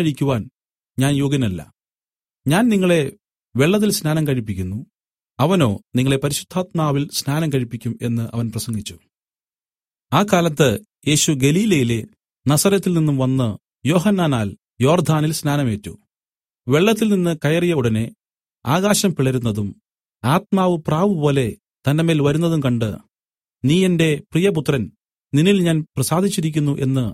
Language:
Malayalam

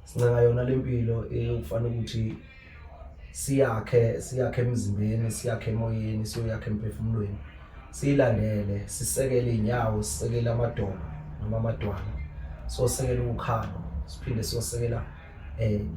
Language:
Zulu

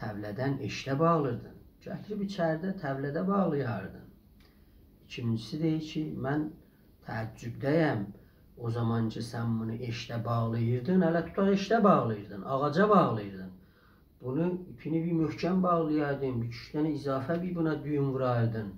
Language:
South Azerbaijani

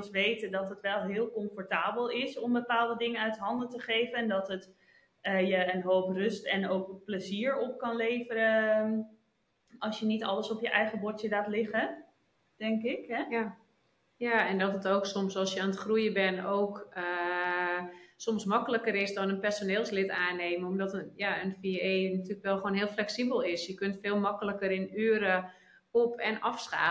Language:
Dutch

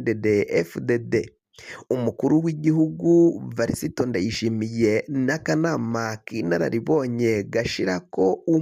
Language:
Rundi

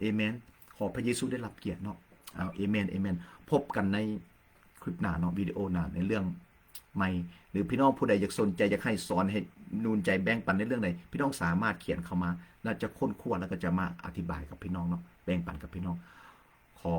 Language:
Lao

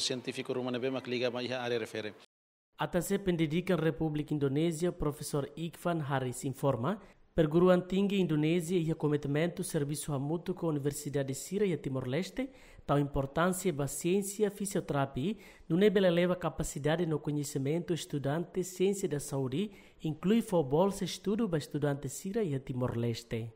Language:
Tetum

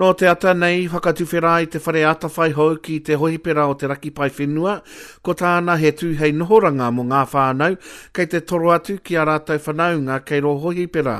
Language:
Māori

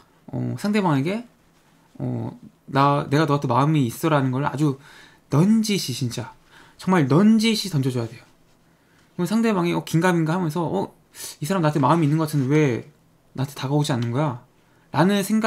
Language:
Korean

